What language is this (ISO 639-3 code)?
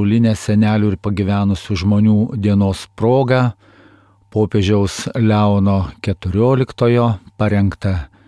lit